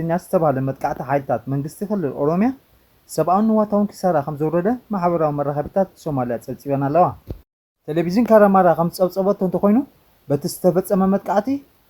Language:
Tigrinya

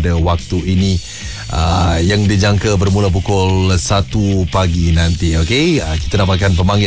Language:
Malay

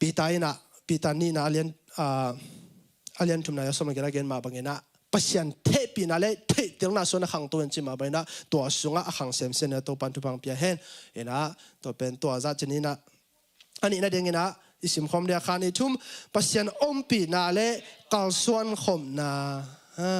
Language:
Tedim Chin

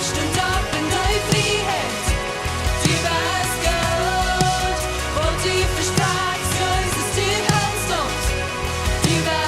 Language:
Plautdietsch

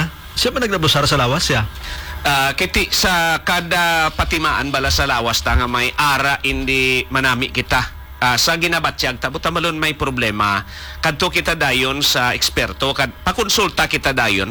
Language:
Hiligaynon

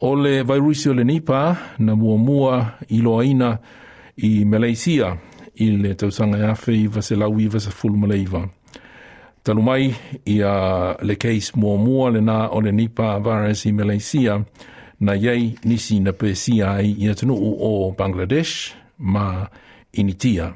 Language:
Samoan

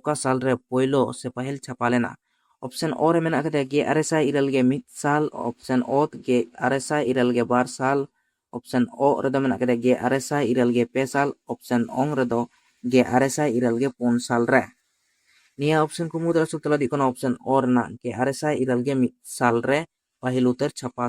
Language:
Santali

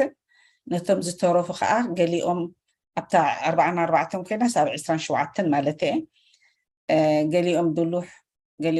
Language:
Tigrinya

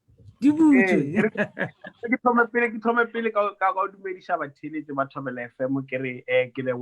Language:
Northern Sotho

